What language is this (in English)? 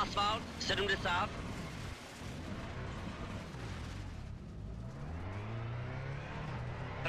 Czech